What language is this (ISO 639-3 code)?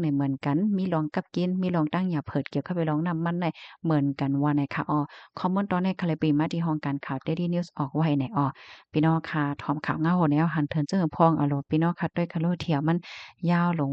shn